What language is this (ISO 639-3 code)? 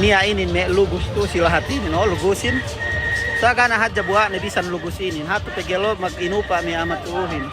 yka